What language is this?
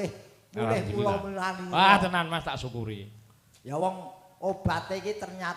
Javanese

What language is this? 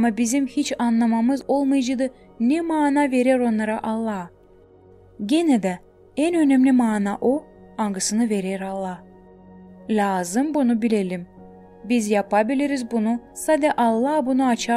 Gagauz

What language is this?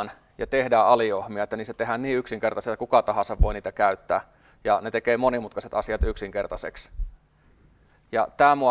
Finnish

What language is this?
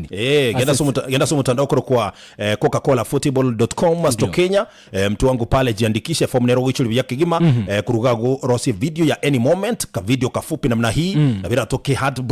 Gusii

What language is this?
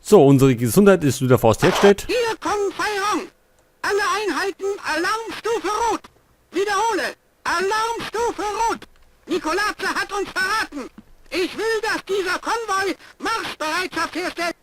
Bavarian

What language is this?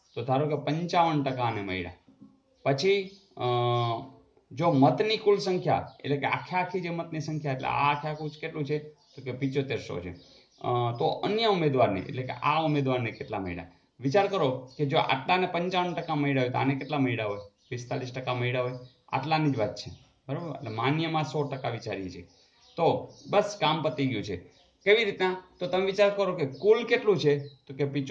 Gujarati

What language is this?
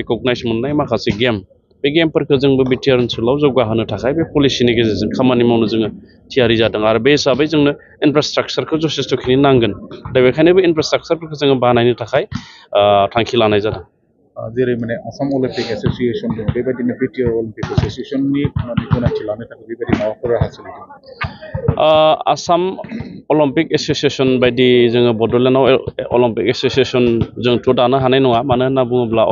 Bodo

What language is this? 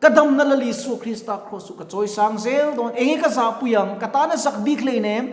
Mizo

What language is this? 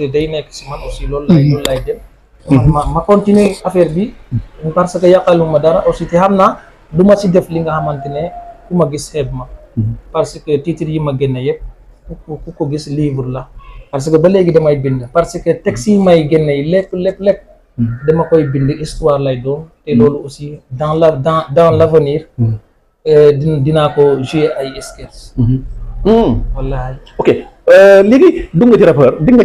Wolof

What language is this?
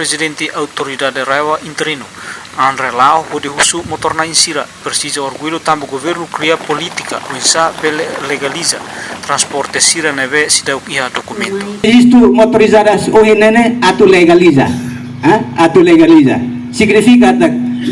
Tetum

